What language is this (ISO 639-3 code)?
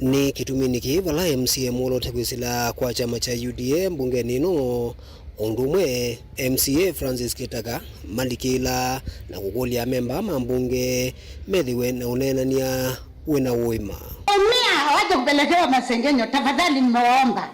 kam